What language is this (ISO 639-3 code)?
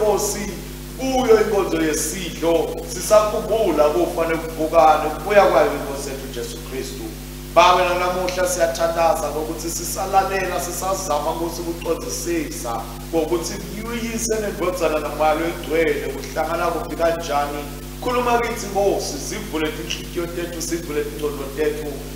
ssw